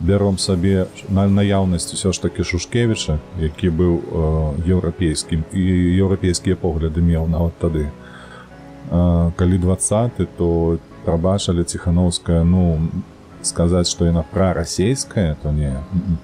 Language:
Belarusian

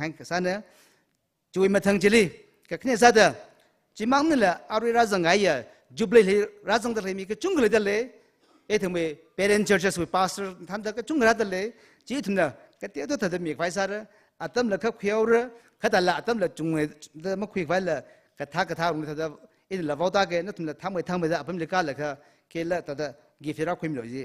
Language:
Tangkhul Naga (India)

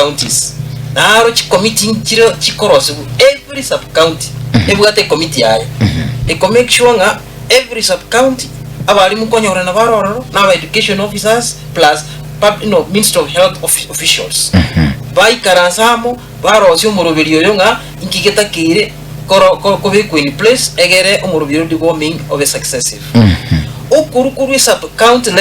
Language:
Gusii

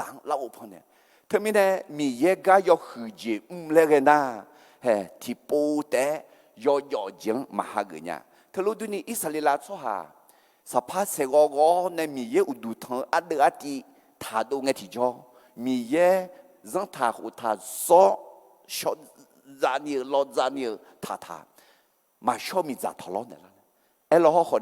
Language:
Akha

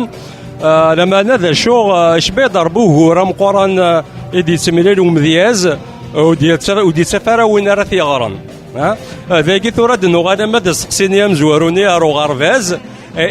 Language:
Kabyle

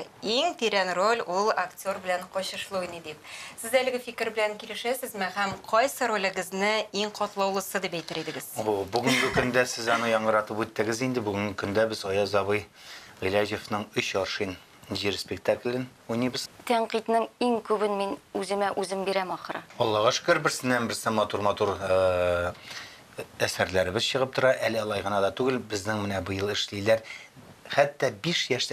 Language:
Tatar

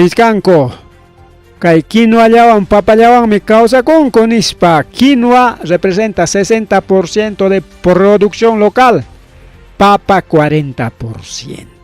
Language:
Ayacucho Quechua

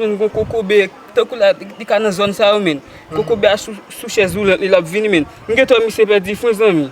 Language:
Haitian Creole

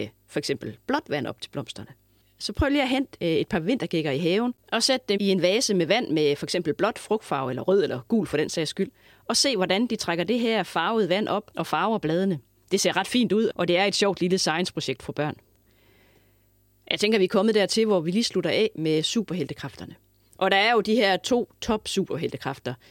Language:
Danish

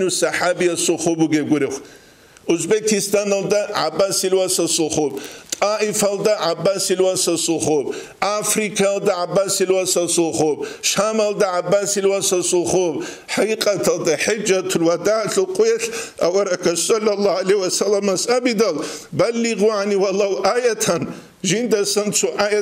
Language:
Avaric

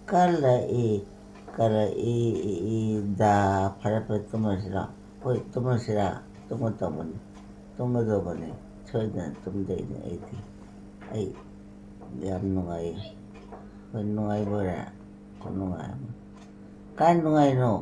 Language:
Manipuri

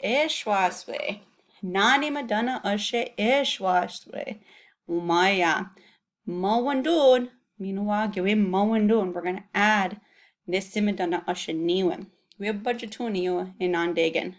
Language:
Chippewa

